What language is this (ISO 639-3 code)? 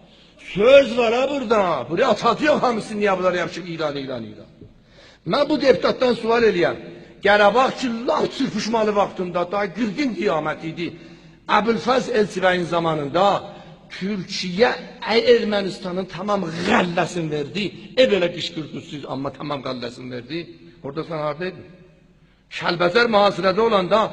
aze